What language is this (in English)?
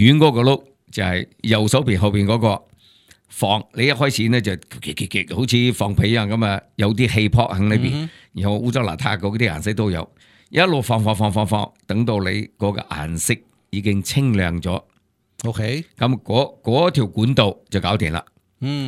Cantonese